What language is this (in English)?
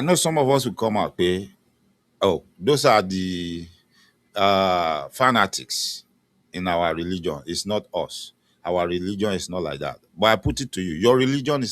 Yoruba